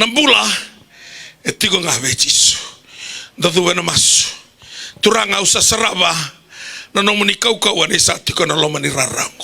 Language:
Fijian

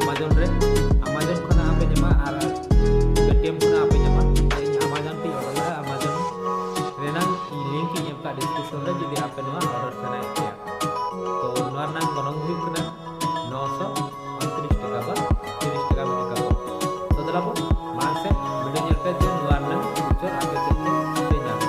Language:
Santali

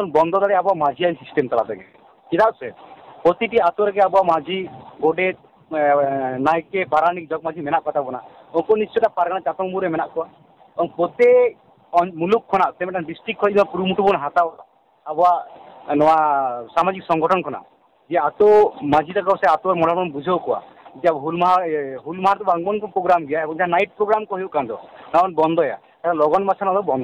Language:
Santali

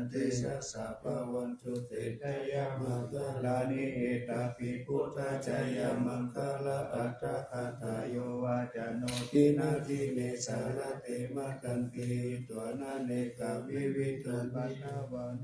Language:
Pali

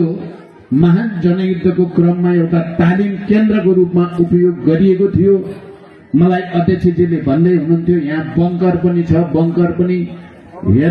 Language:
Nepali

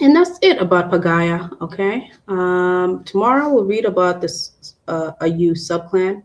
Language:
Acoli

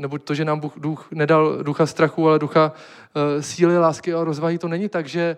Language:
Czech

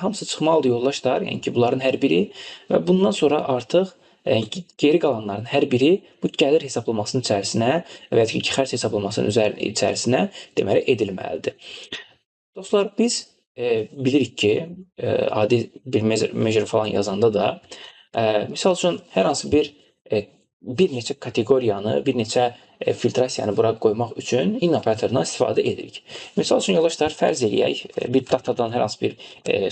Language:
Azerbaijani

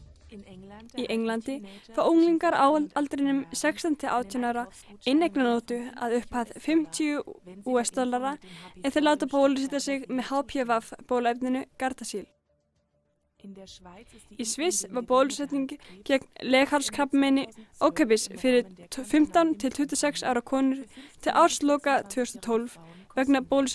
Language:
Icelandic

